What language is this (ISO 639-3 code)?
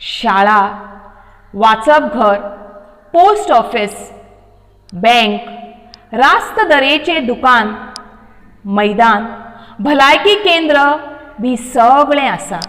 kok